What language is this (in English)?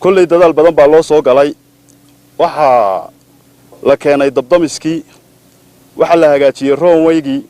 Somali